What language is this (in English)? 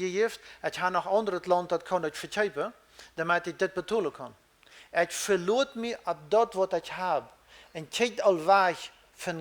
Plautdietsch